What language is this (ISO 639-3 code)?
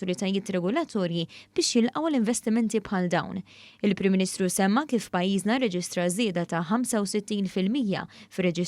mlt